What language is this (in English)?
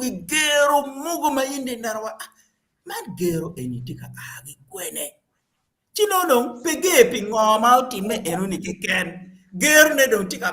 Acoli